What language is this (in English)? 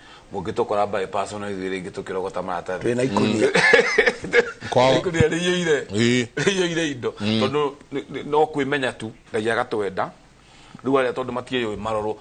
Kikuyu